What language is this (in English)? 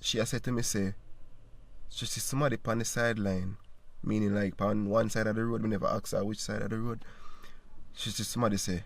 Jamaican Creole English